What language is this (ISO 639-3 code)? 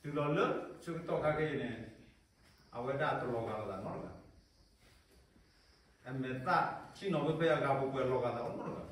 ksw